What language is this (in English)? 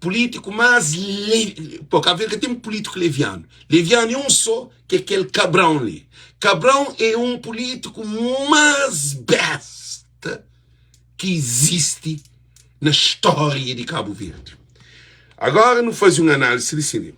Kabuverdianu